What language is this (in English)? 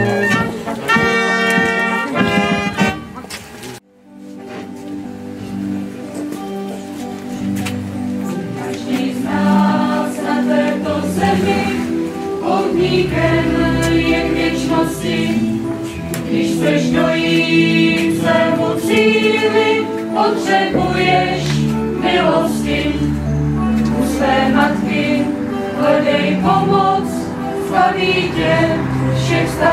Czech